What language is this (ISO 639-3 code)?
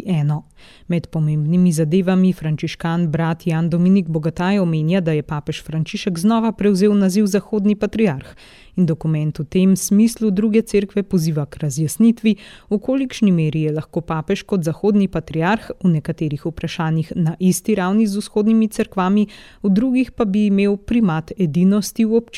slv